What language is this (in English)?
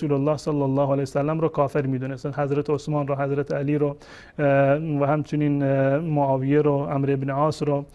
Persian